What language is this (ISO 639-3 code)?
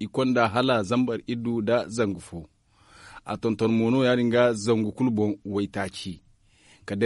dje